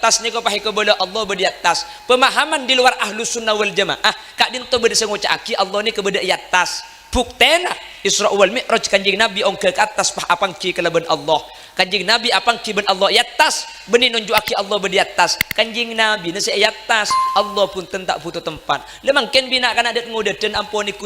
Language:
Madurese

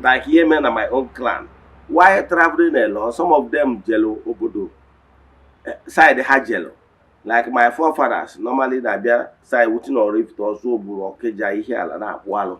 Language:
Igbo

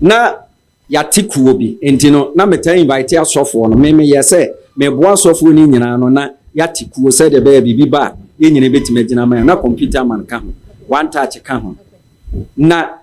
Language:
Akan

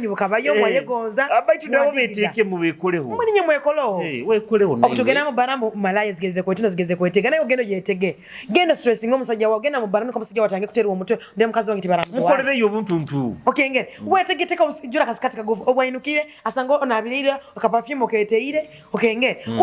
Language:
Nyoro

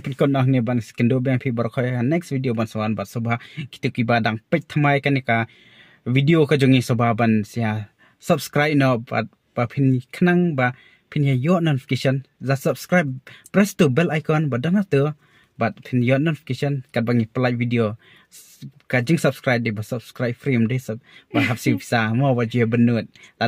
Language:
Khasi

